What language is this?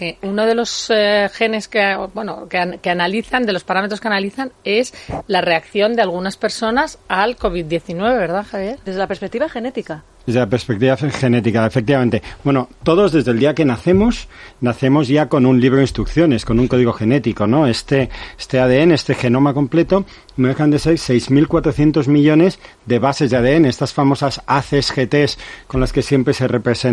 Spanish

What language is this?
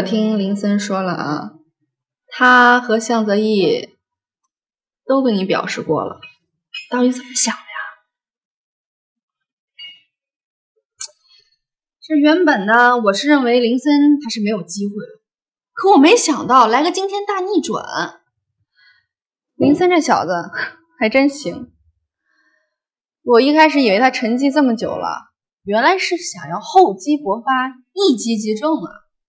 Chinese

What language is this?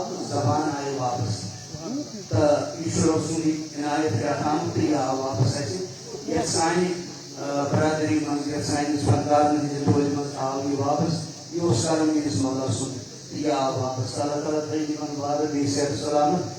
Kashmiri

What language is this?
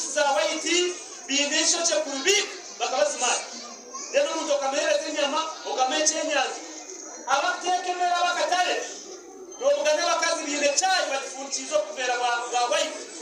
Nyankole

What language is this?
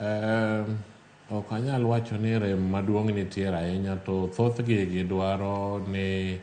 Luo (Kenya and Tanzania)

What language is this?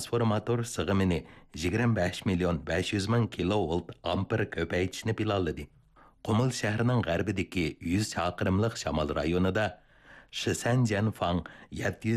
Uyghur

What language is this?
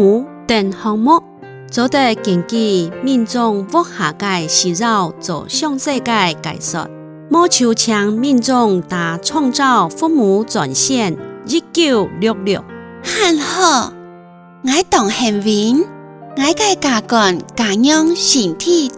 Hakka Chinese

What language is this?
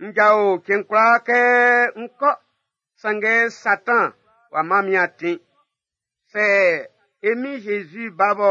Baoulé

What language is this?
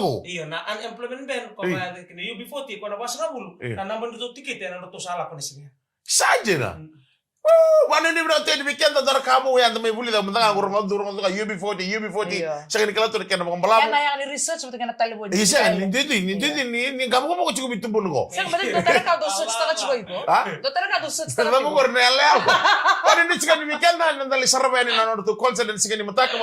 Fijian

